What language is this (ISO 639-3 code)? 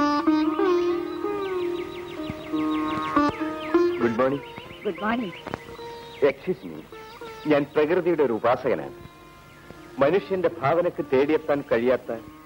mal